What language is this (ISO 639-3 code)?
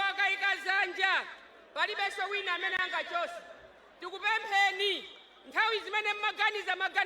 nya